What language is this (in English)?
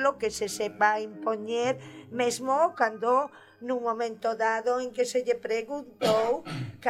Galician